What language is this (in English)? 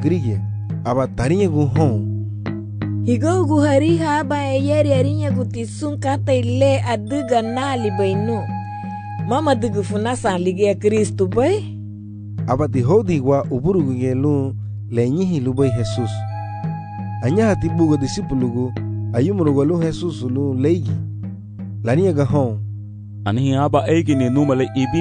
Garifuna